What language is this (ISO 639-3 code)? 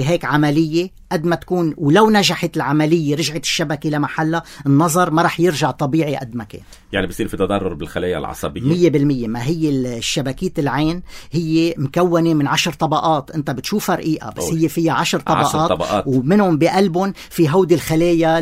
apc